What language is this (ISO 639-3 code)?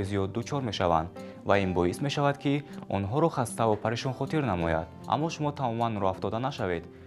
tgk